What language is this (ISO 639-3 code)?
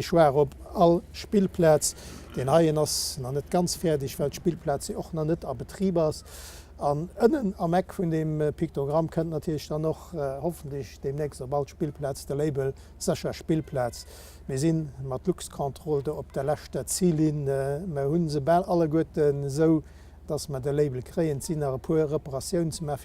ltz